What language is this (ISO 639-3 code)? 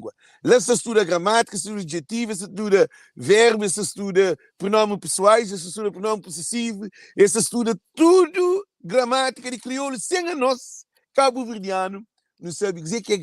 kea